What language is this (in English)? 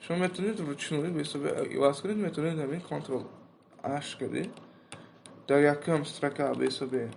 Tajik